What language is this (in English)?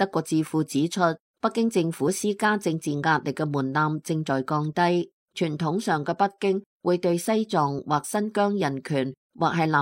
Cantonese